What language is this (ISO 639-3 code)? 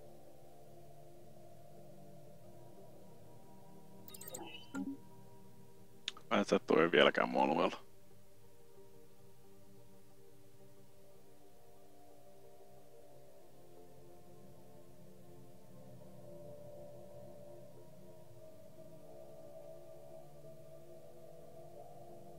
fin